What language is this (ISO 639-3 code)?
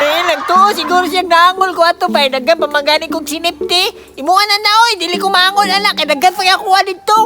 ceb